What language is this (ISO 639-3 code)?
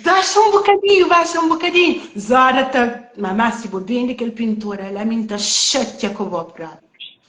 kea